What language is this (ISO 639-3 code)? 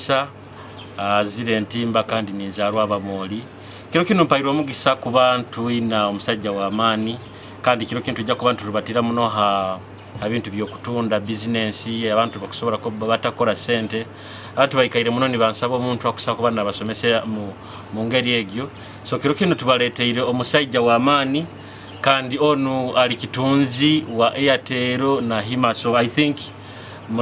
nyo